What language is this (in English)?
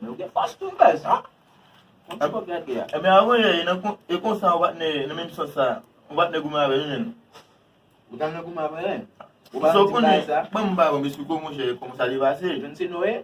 Haitian Creole